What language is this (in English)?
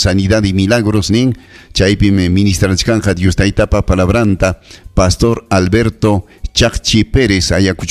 Ayacucho Quechua